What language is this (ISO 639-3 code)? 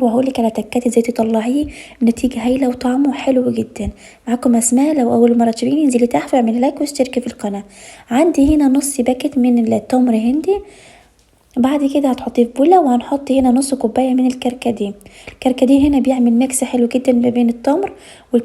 arz